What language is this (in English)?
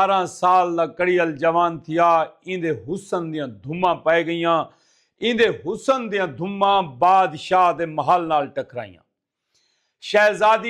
Saraiki